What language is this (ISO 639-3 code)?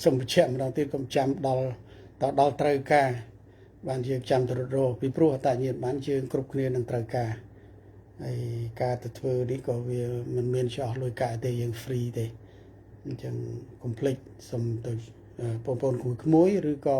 khm